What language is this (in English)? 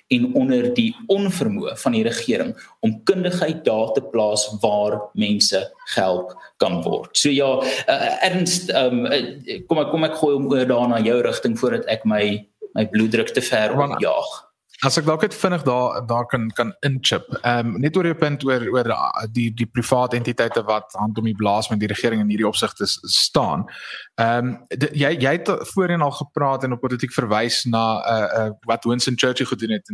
Afrikaans